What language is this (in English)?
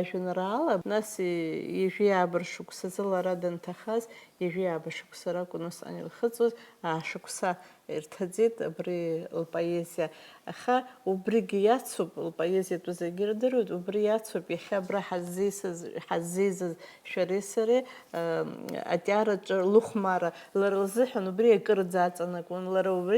Abkhazian